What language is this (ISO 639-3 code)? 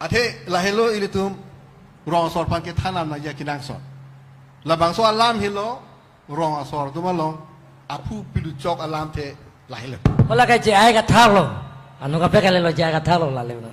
mjw